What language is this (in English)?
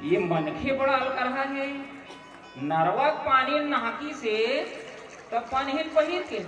Chhattisgarhi